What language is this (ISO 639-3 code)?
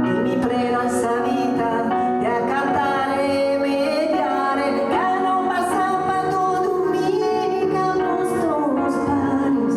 srd